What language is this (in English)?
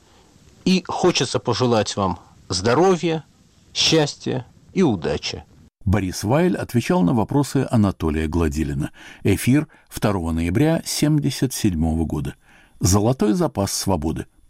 Russian